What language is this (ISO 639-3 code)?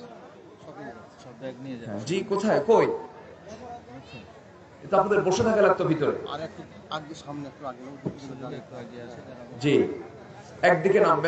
ben